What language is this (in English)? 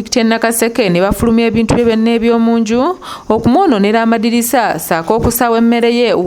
Ganda